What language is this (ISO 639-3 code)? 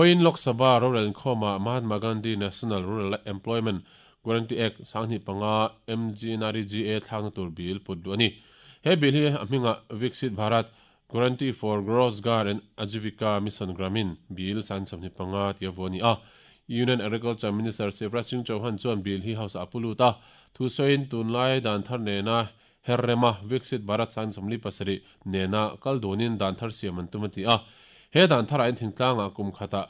lus